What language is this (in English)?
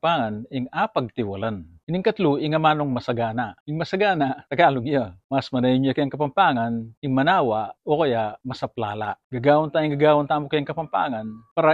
Pampanga